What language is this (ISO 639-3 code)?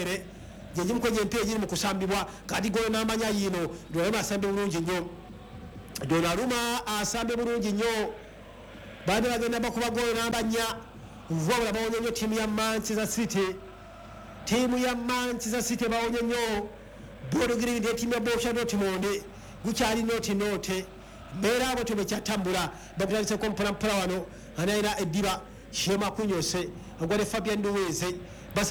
lug